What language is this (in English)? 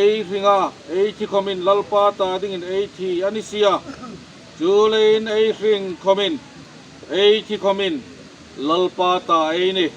Hmar